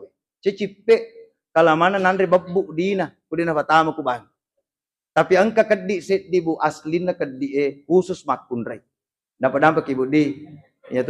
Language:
Buginese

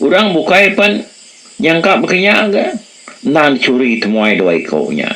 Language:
Iban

